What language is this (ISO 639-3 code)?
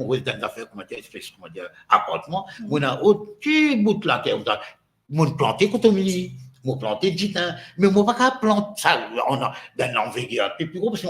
mfe